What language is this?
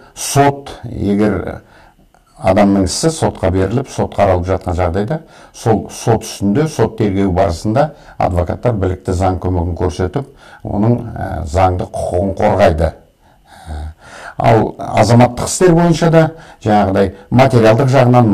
Kazakh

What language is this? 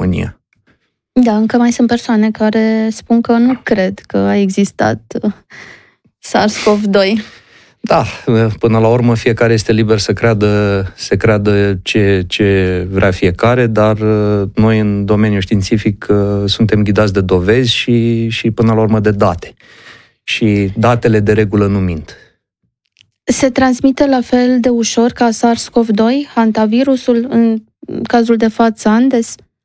Romanian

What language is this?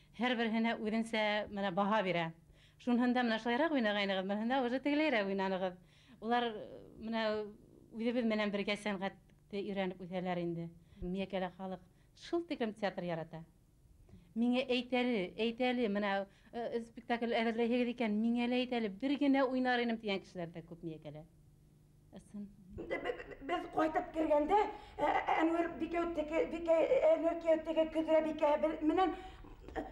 Bashkir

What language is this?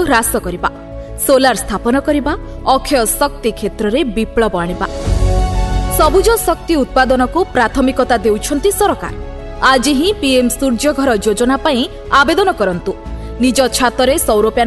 Odia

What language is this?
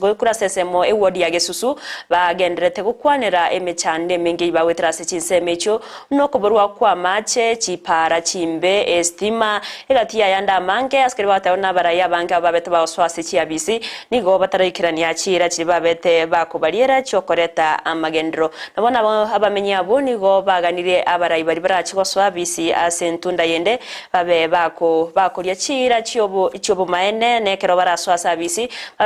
Gusii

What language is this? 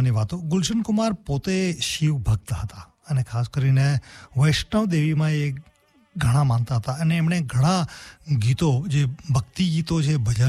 Gujarati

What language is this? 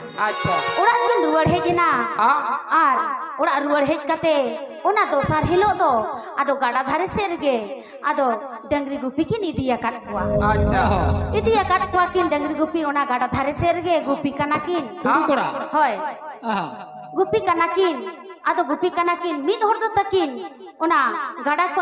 Santali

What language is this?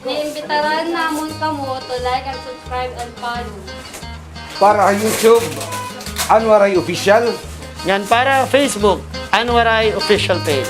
Waray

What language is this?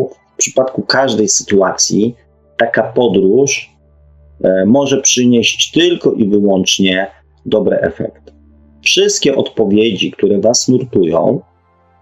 Polish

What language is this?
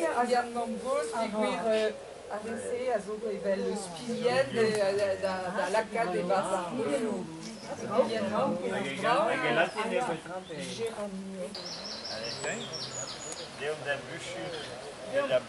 Breton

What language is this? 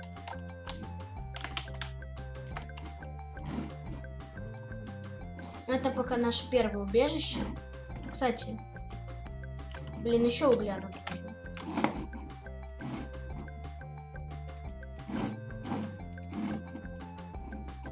Russian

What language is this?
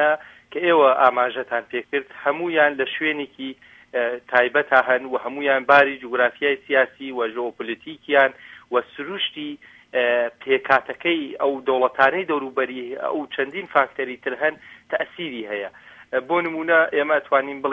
Central Kurdish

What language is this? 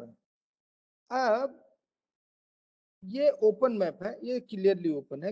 Hindi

